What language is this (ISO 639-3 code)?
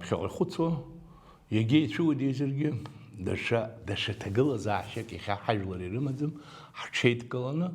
abk